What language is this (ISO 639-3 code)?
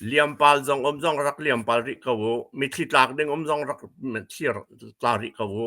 cnh